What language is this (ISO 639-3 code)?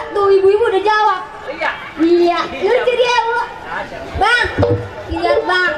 bew